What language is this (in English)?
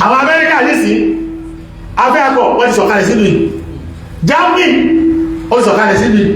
Yoruba